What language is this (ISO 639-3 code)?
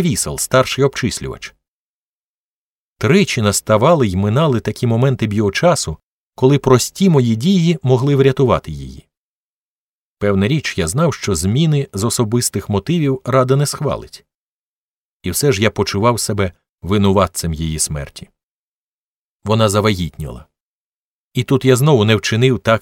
ukr